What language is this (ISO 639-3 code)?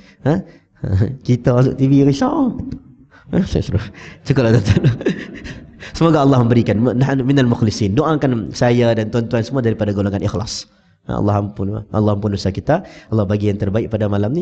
msa